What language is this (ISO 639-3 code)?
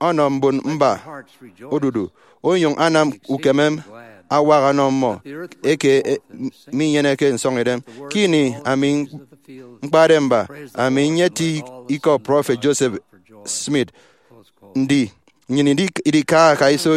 efi